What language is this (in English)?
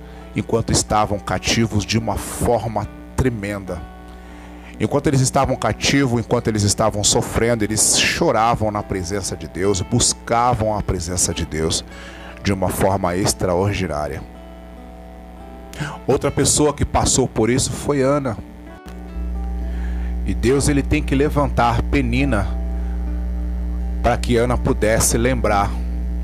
Portuguese